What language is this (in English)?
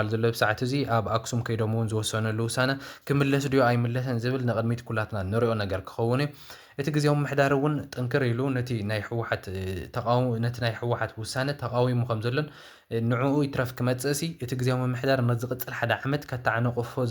Tigrinya